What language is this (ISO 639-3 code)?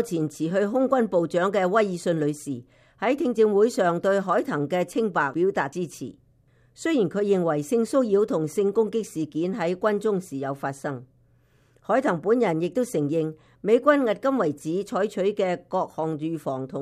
yue